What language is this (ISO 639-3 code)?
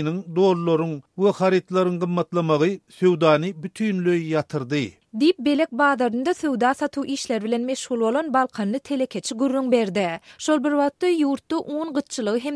tuk